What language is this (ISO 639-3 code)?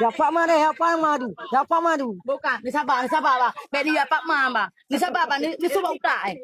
ace